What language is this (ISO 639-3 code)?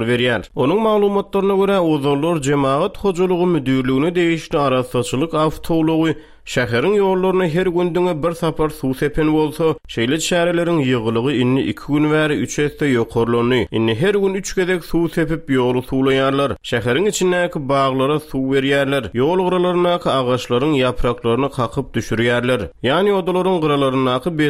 tuk